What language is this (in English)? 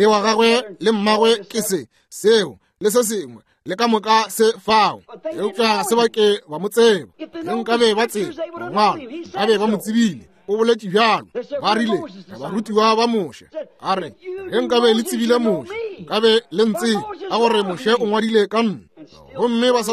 Northern Sotho